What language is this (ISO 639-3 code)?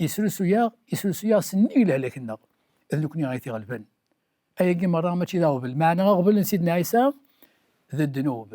kab